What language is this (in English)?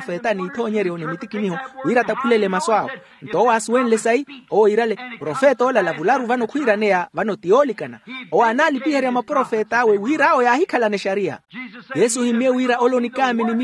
Makhuwa